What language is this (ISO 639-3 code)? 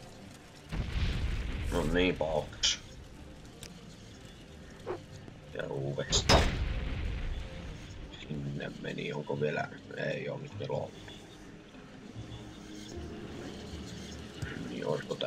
fin